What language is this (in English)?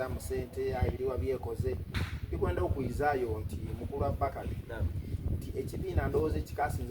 Soga